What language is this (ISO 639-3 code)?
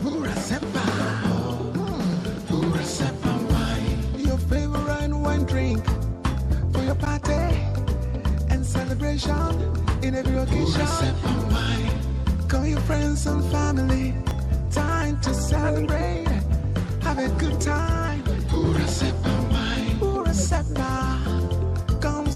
pcm